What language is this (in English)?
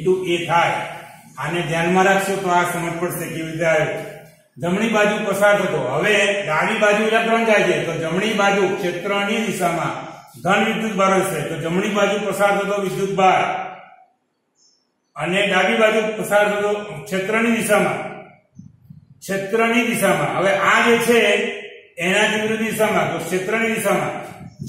Gujarati